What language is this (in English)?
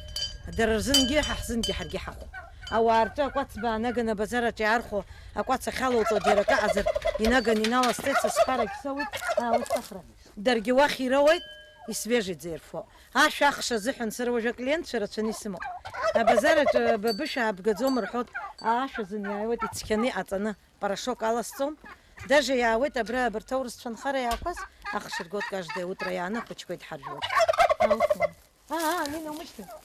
Abkhazian